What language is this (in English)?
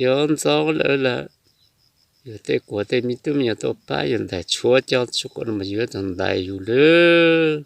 Hmong